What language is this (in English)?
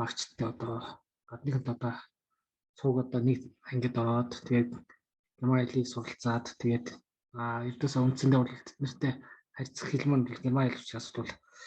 Mongolian